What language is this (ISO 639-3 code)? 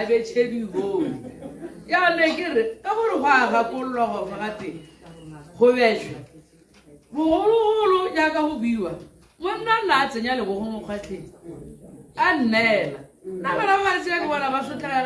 tsn